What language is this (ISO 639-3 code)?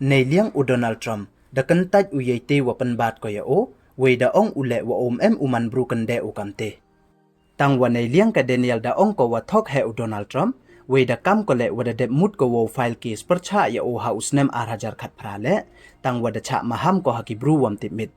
pbv